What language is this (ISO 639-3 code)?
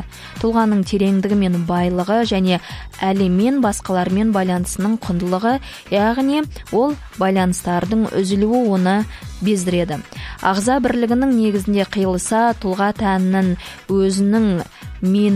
kaz